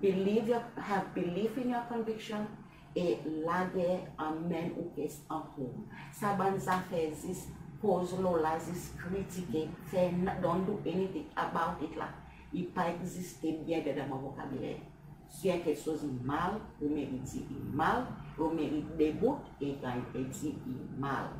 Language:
Seselwa Creole French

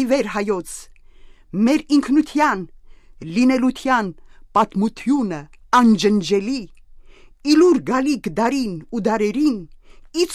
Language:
Armenian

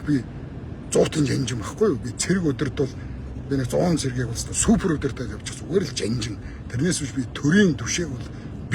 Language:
Mongolian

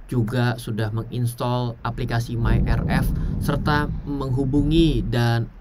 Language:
Indonesian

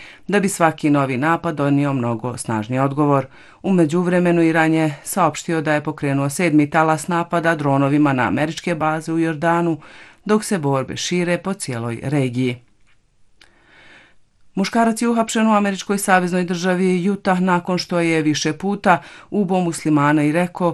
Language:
Bosnian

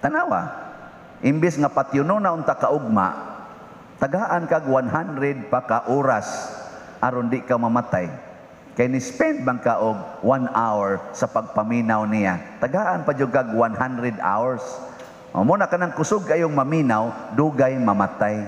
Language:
Cebuano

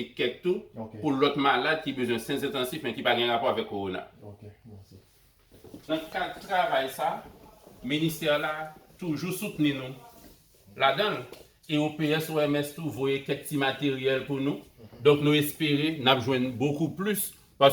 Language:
Haitian Creole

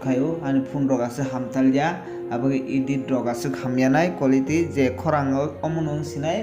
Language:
Kok Borok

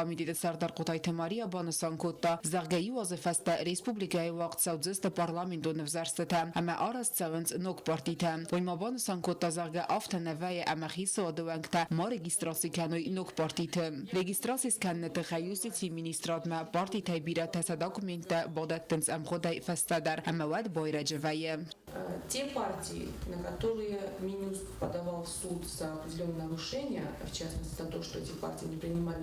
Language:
Ossetic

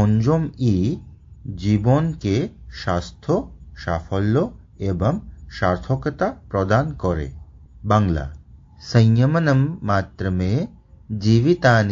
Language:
Sanskrit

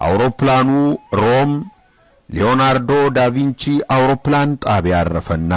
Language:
Amharic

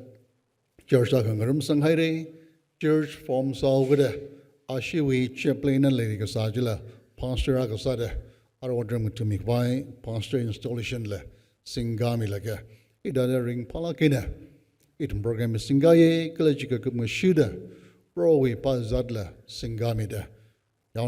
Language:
Tangkhul Naga (India)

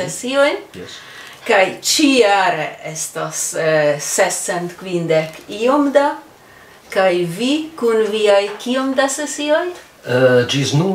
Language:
Esperanto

